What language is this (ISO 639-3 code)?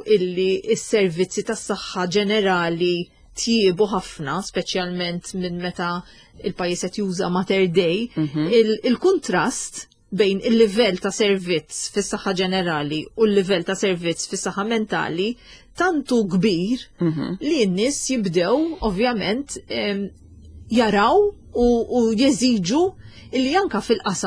mlt